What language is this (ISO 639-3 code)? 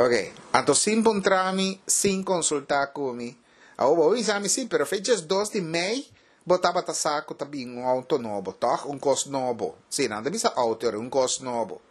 pap